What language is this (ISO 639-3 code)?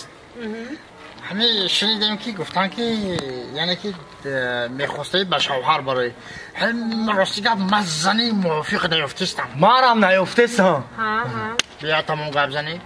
tgk